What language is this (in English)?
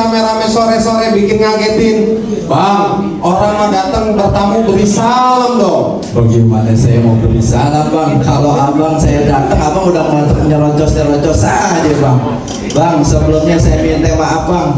Betawi